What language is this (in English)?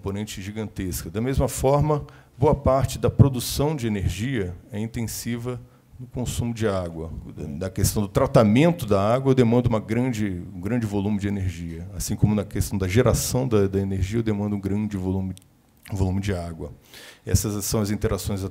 Portuguese